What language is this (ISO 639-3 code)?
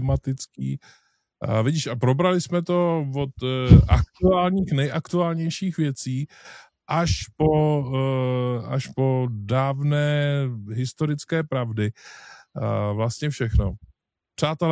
ces